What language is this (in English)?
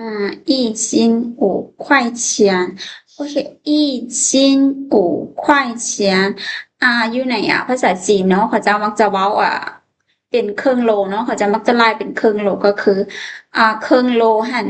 Lao